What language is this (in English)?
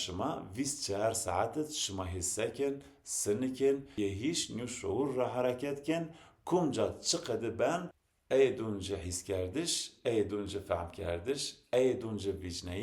Zaza